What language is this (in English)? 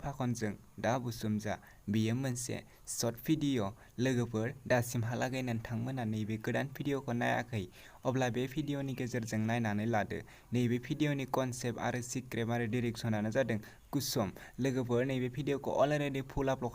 Bodo